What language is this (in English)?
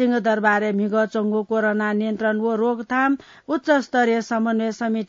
Newari